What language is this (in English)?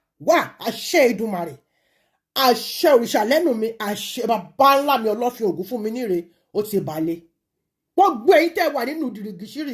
Yoruba